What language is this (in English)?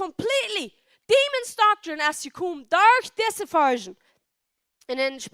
Plautdietsch